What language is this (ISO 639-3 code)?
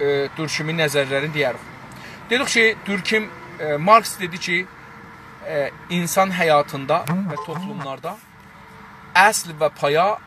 azb